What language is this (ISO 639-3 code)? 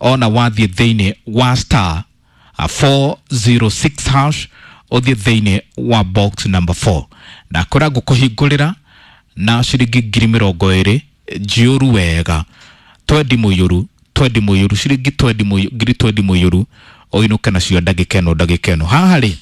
kik